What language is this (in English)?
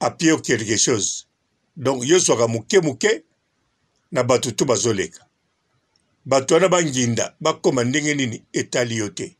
Lingala